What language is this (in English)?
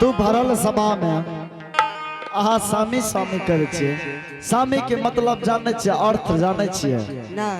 Angika